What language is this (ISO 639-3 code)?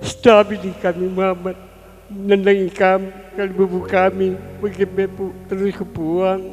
btx